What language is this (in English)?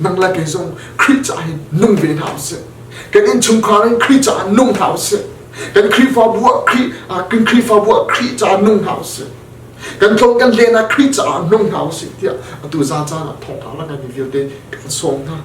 Hakha Chin